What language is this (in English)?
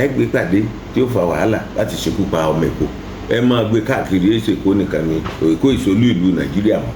Yoruba